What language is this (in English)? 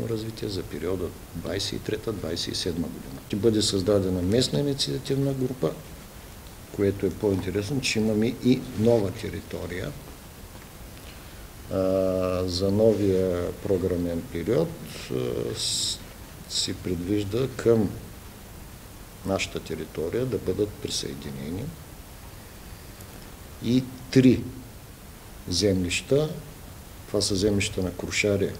Bulgarian